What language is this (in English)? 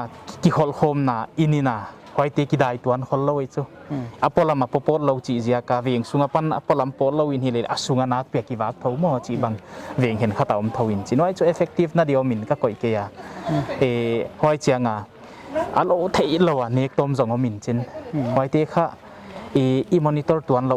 Paite Chin